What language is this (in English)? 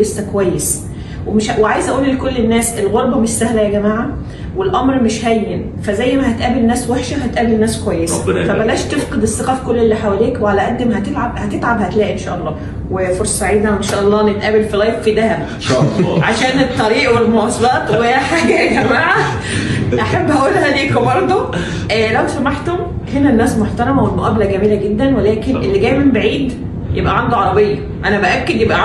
Egyptian Arabic